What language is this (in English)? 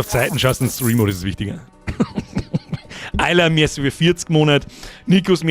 Bavarian